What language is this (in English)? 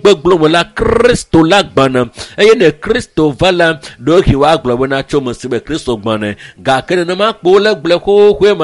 Ewe